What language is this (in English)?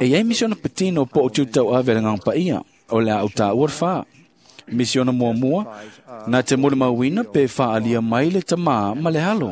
Samoan